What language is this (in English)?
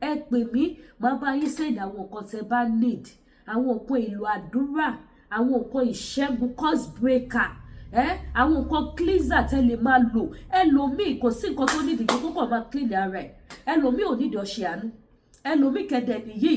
Yoruba